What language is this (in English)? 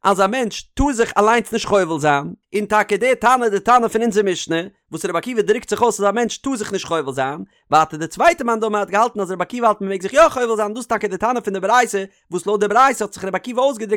Yiddish